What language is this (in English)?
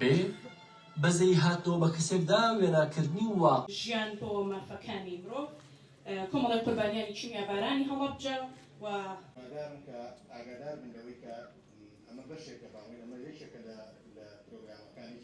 Central Kurdish